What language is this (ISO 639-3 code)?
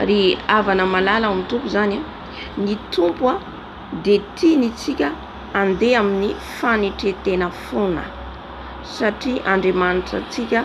mlg